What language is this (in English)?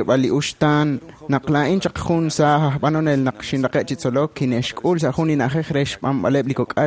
Kekchí